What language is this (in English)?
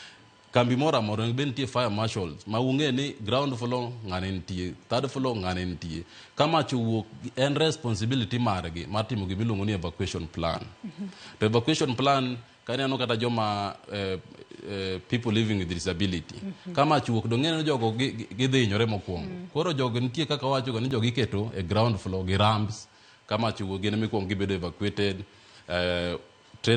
Luo (Kenya and Tanzania)